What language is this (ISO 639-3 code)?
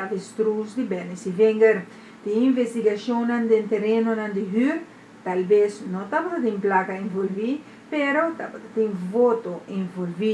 pap